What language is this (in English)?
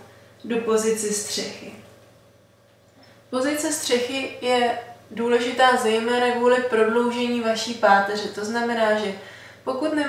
Czech